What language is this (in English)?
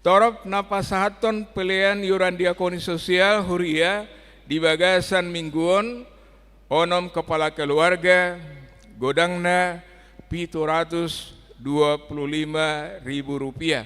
Batak Toba